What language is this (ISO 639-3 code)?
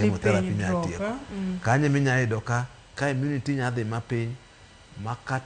luo